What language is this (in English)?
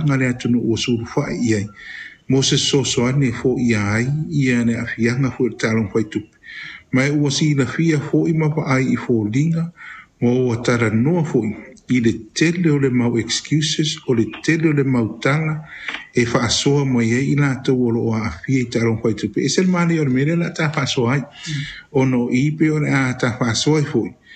Samoan